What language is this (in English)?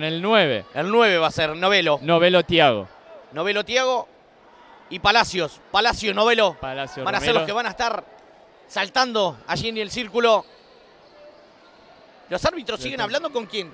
Spanish